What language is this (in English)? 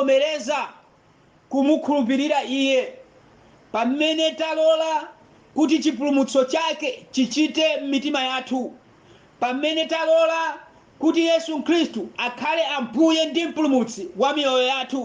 Nyanja